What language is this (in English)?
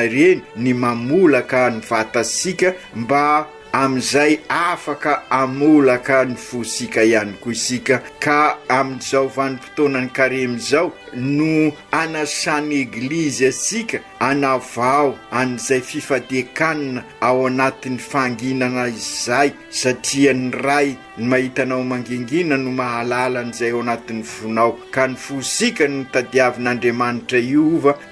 Malagasy